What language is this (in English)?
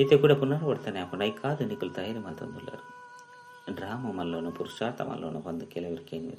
Tulu